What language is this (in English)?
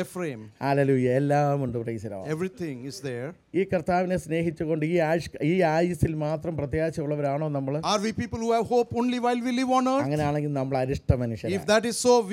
Malayalam